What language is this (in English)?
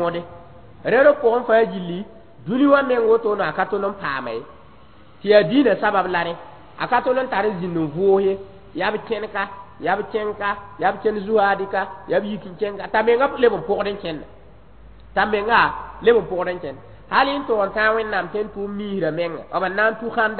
Mossi